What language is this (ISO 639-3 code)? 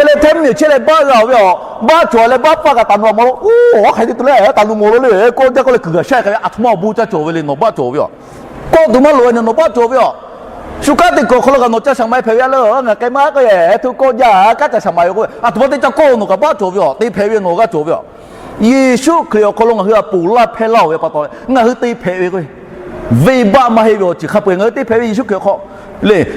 lhu